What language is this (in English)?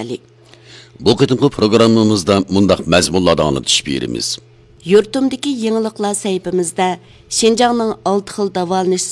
Uyghur